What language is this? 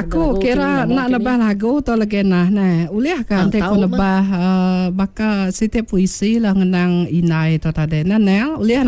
Iban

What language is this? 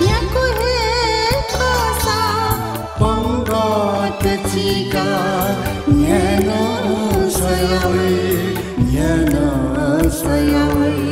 Newari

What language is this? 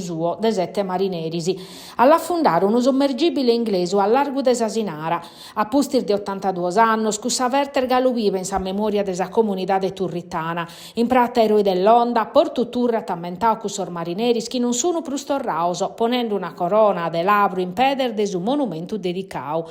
Sardinian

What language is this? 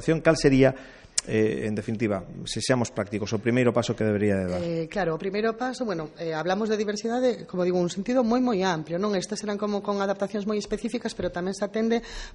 Galician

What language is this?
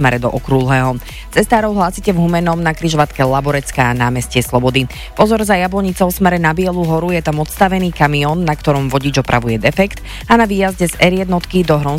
Slovak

